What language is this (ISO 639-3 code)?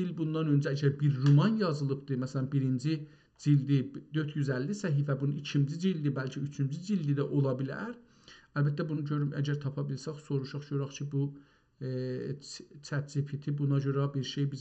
azb